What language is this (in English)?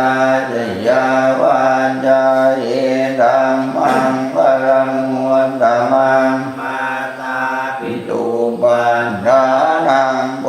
Pali